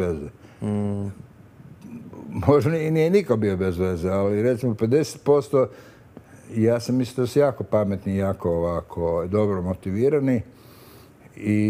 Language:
Croatian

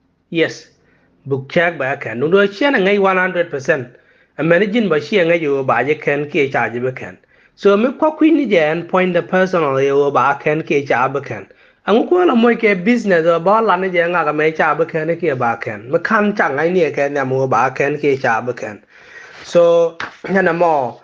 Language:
Nuer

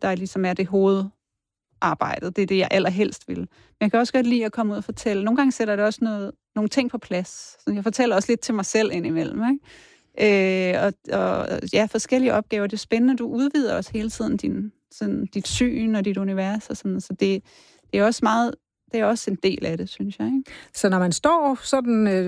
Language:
Danish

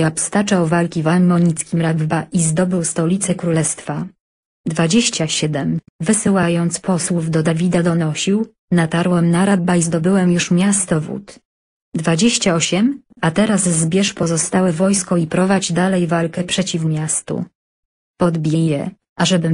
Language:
Polish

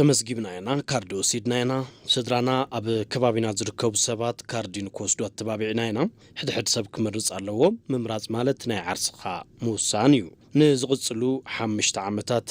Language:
Tigrinya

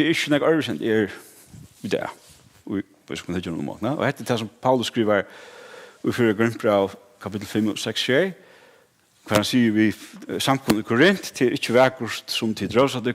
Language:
Faroese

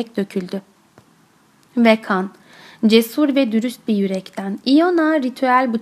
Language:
Turkish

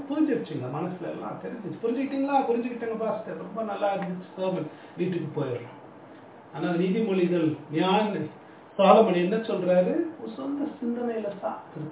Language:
Tamil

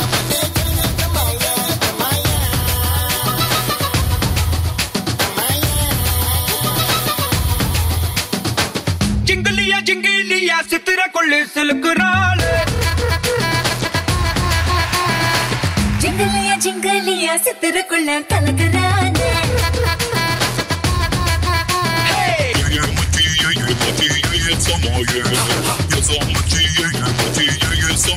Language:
Malayalam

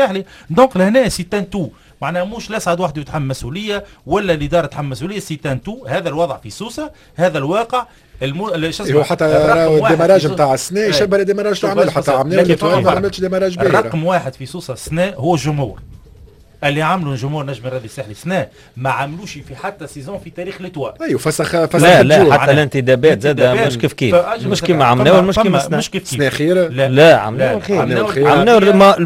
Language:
Tunisian Arabic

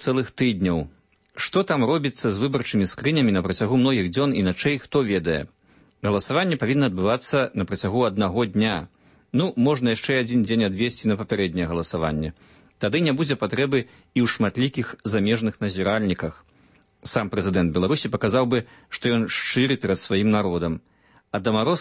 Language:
Belarusian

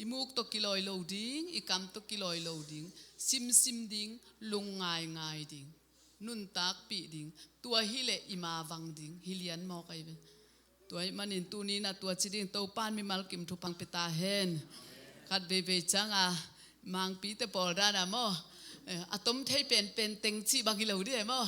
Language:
Tedim Chin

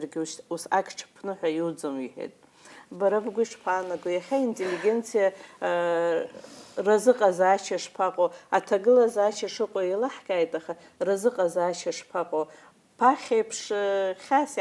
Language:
Abkhazian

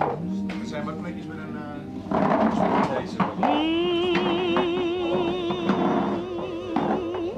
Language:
Dutch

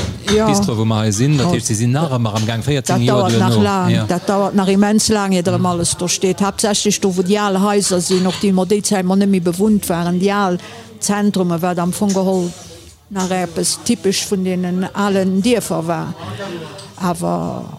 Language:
Luxembourgish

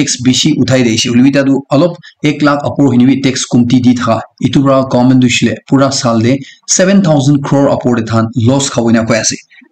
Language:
Naga Pidgin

